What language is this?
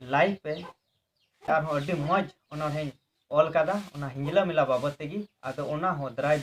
Santali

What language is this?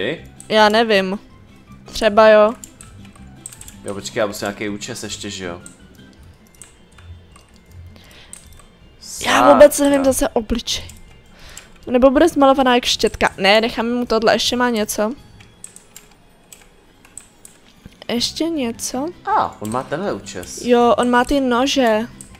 Czech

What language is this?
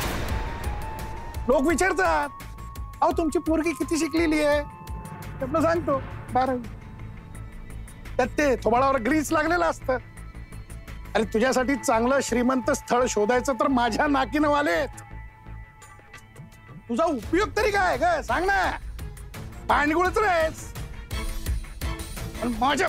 Marathi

